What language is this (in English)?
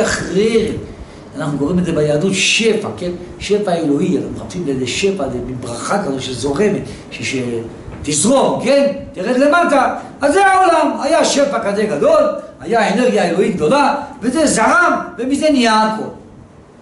Hebrew